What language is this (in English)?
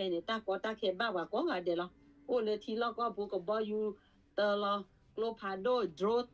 S'gaw Karen